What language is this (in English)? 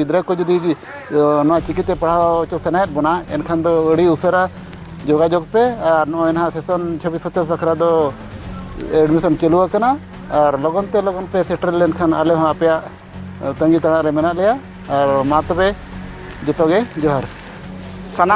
Santali